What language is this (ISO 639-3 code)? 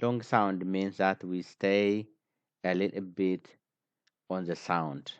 eng